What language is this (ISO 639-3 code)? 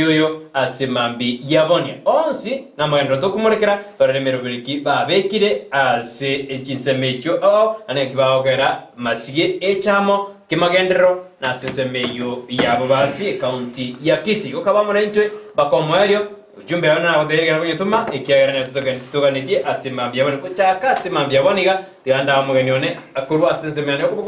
guz